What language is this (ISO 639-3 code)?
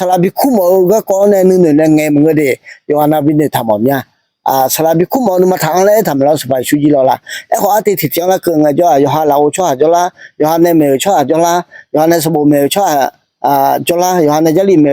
ahk